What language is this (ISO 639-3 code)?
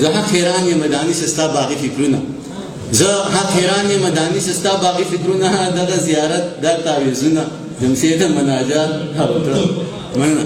pus